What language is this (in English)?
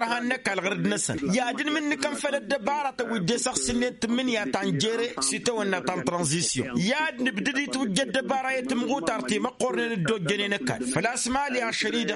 Tamasheq